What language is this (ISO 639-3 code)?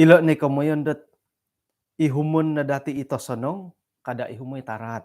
dtp